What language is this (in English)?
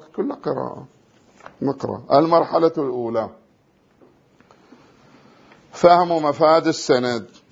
Arabic